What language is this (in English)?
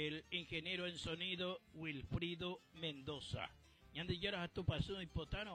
Guarani